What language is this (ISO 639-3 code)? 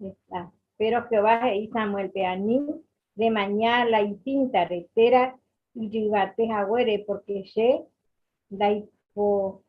grn